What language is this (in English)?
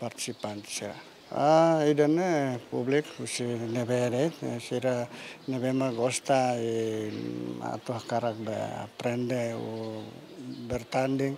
Tetum